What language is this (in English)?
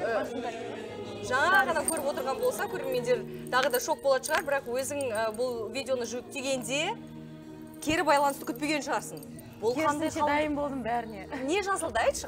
Kazakh